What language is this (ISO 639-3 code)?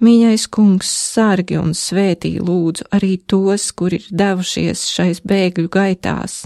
lav